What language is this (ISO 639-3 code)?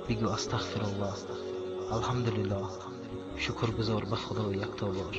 tgk